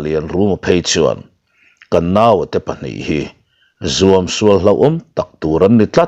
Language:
Mizo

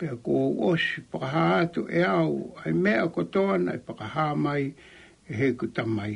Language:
Tongan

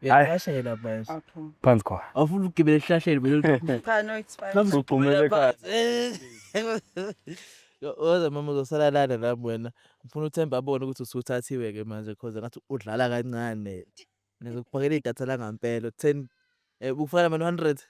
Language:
Zulu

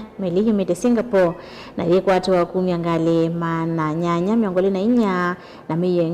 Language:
Kamba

